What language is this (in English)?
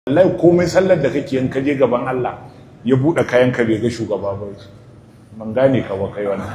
Hausa